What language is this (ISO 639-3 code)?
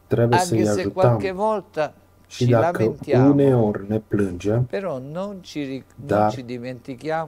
ron